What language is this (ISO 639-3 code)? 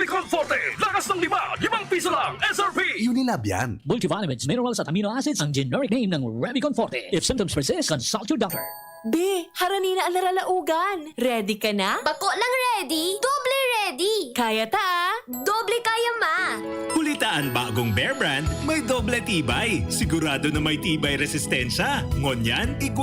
bik